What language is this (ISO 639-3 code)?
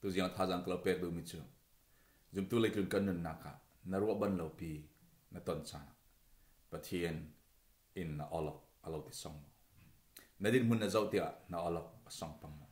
cfm